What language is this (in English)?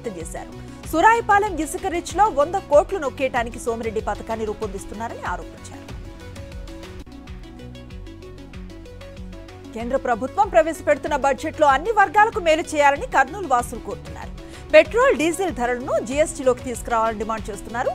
Telugu